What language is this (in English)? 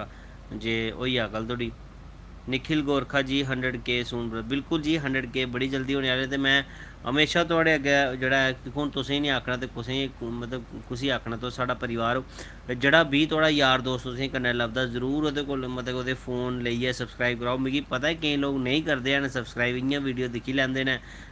Dogri